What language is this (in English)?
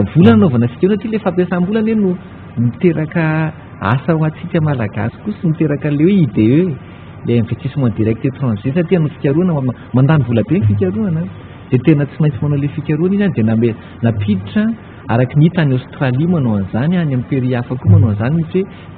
Malagasy